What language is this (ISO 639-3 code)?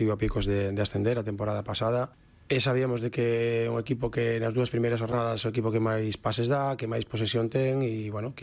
glg